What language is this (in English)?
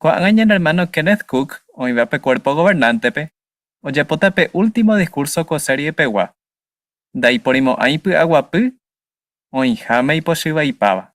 Guarani